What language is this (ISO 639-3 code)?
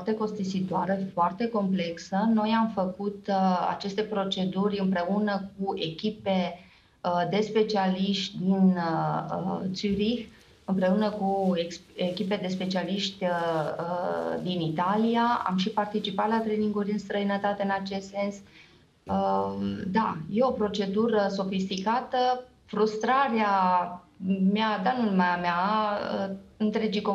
ron